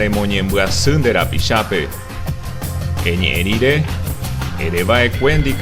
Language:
Guarani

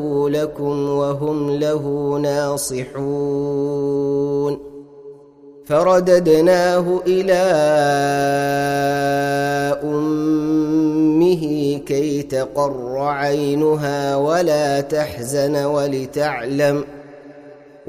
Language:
Arabic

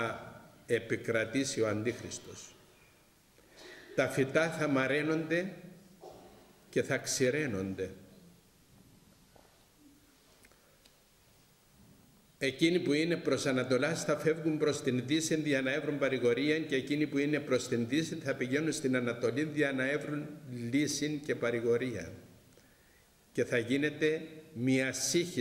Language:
Greek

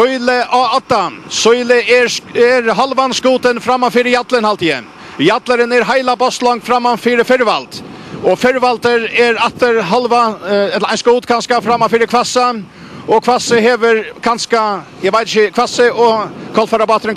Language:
Faroese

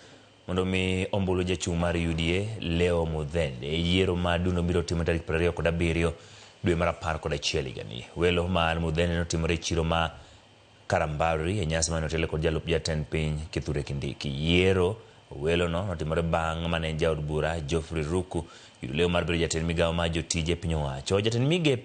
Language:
Luo (Kenya and Tanzania)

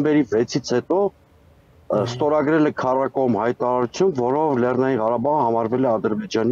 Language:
Armenian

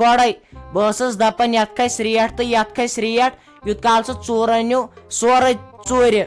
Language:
Kashmiri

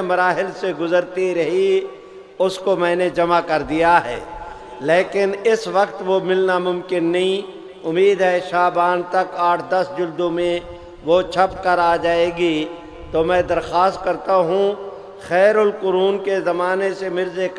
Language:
Urdu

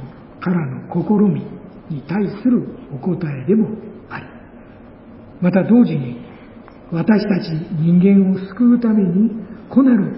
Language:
Japanese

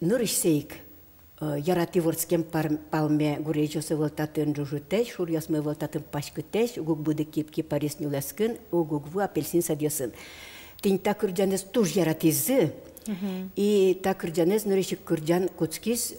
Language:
Udmurt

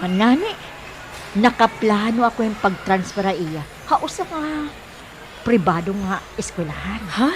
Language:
Waray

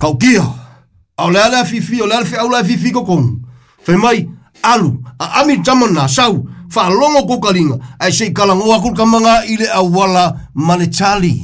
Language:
Samoan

